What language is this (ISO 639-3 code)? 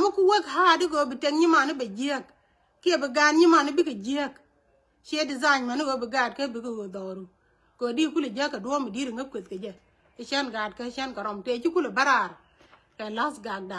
nus